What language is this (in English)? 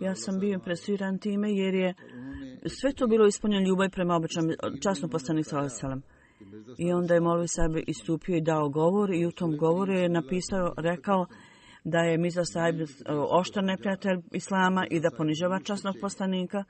Bosnian